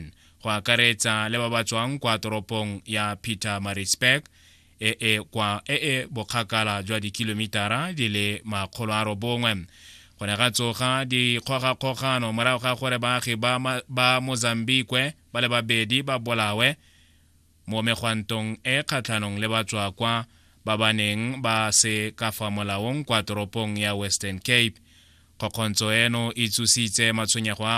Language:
Tswana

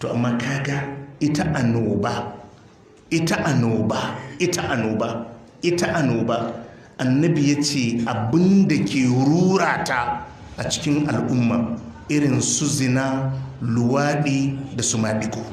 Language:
Hausa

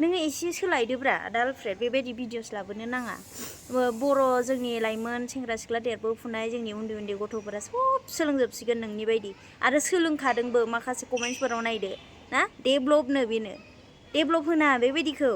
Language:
Bodo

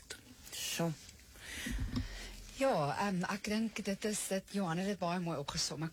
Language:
Afrikaans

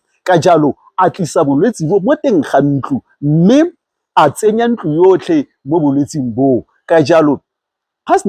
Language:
Tswana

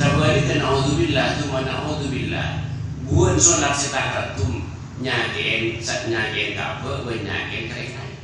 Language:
Madurese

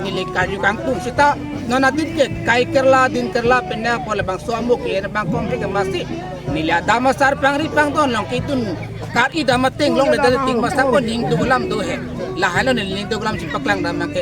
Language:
Karbi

